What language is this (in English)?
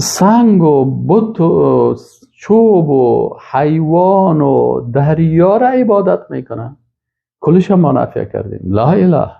Persian